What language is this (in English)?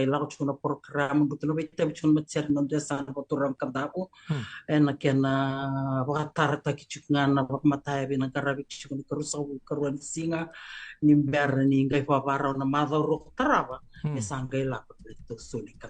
Fijian